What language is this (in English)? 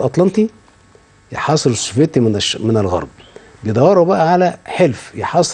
Egyptian Arabic